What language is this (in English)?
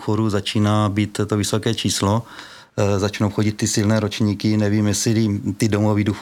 Czech